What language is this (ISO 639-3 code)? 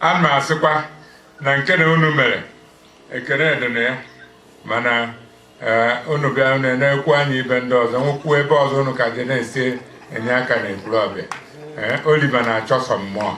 ibo